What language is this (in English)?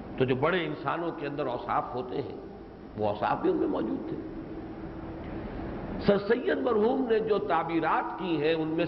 Urdu